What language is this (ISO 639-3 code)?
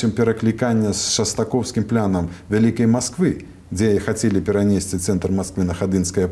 bel